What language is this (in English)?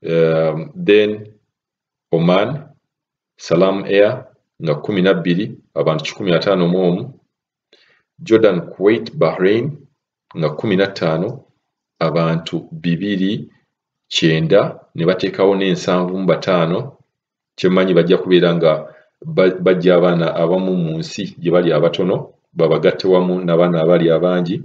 Ganda